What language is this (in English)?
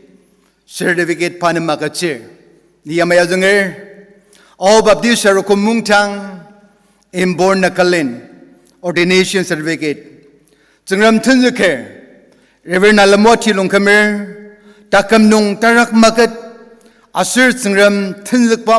Ao Naga